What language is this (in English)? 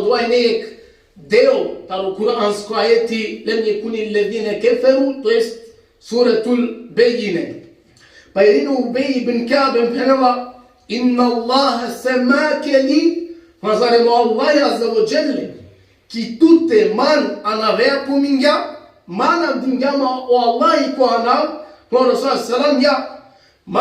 Balkan Romani